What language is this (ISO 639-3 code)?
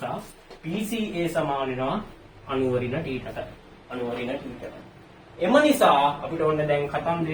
sin